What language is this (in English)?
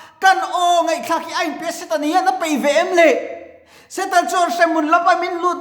Mizo